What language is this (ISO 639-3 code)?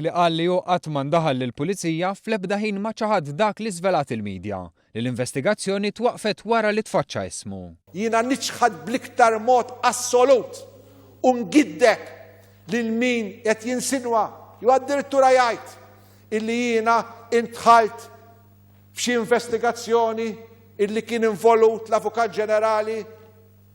mlt